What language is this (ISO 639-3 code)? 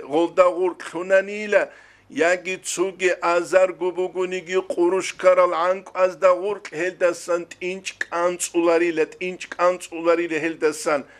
ava